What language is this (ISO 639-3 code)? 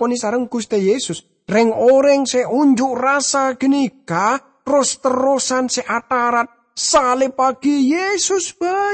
mad